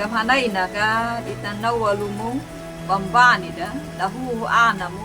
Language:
Anakalangu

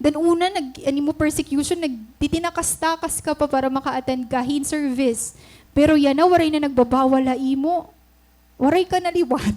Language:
Waray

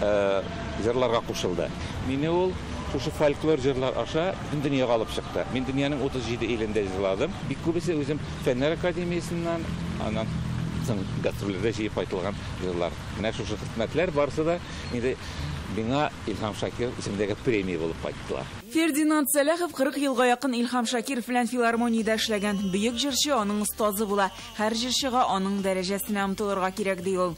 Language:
Tatar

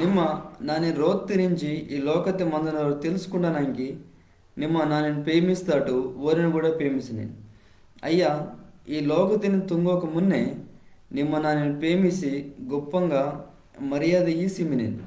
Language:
Koya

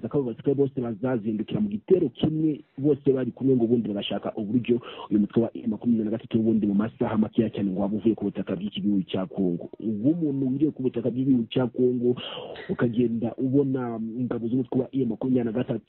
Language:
Kinyarwanda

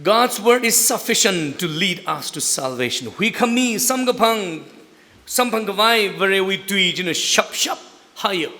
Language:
Tangkhul Naga (India)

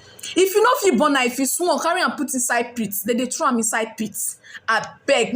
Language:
Nigerian Pidgin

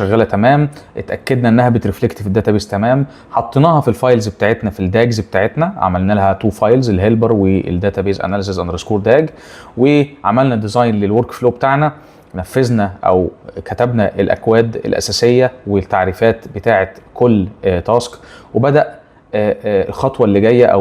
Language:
Egyptian Arabic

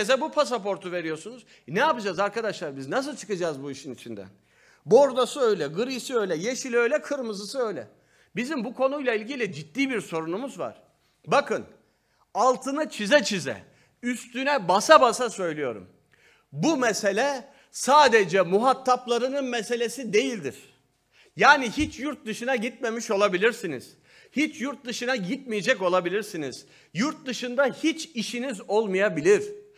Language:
Turkish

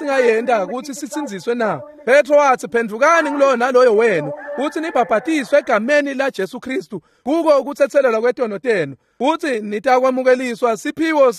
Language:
Swati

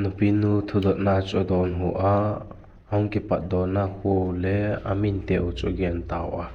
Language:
Vaiphei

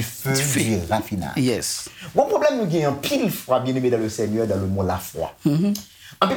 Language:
Haitian Creole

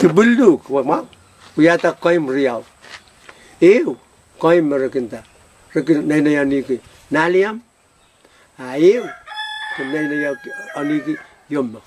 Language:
Pohnpeian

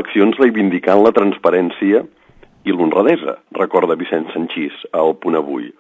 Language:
Catalan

